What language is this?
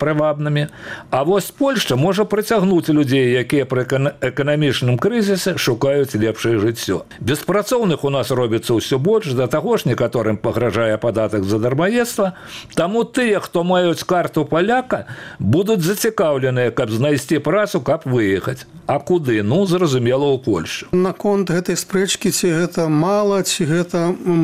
Belarusian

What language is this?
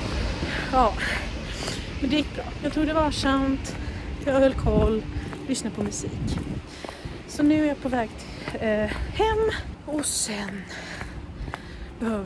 Swedish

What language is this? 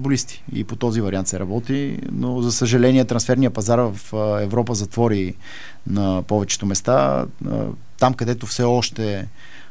Bulgarian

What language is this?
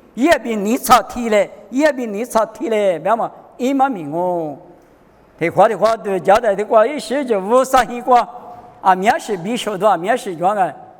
Lisu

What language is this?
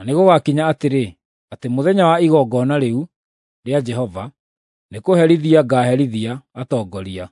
Kikuyu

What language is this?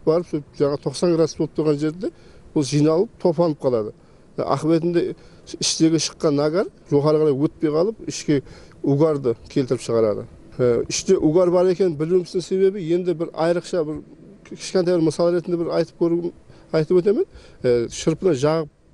Kara-Kalpak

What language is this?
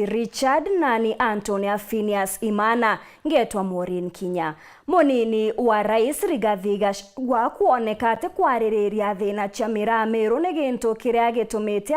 Meru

